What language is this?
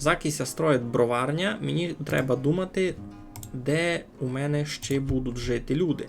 Rusyn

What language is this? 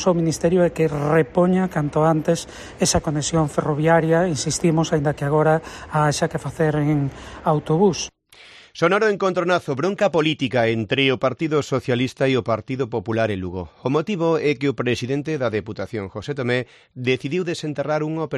Galician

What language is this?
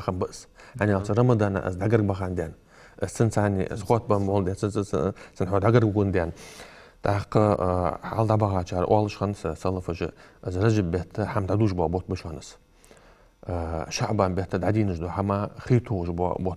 Ingush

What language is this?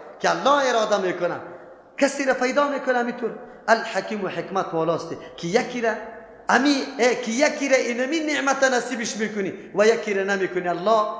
Persian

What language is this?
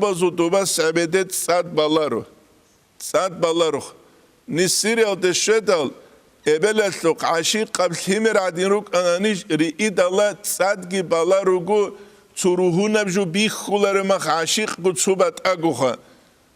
Avaric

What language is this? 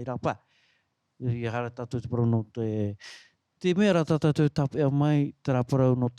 Tahitian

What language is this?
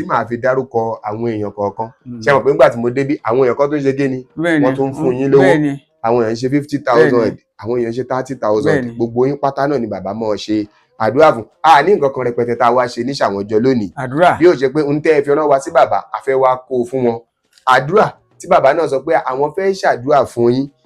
Yoruba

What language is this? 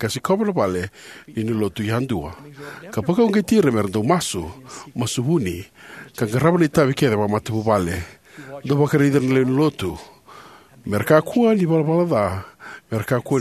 Fijian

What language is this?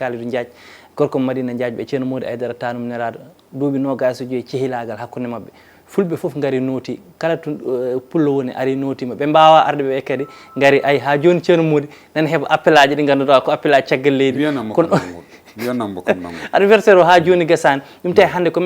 Fula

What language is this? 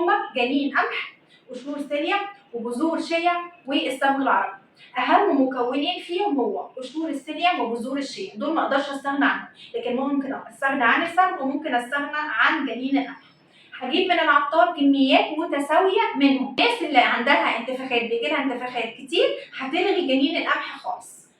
Egyptian Arabic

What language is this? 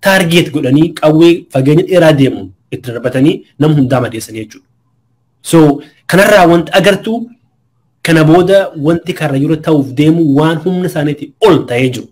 Oromo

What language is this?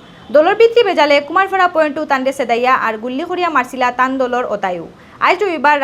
Sylheti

